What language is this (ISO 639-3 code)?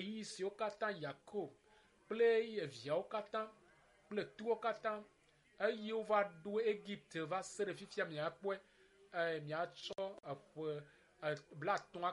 ewe